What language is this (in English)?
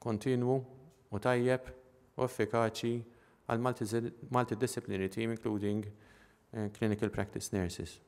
Maltese